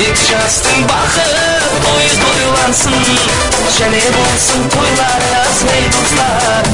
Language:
Kara-Kalpak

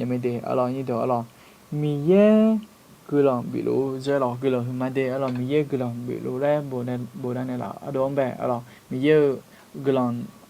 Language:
Akha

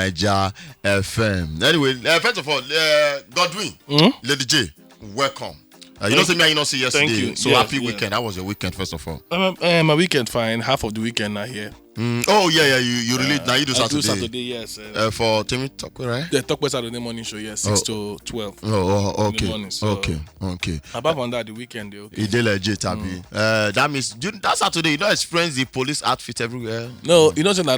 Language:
Nigerian Pidgin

